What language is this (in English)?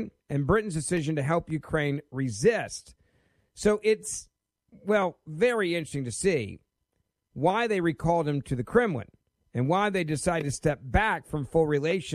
English